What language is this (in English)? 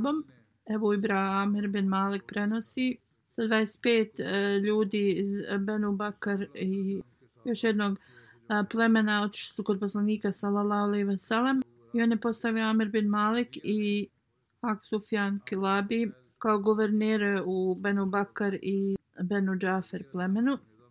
Bosnian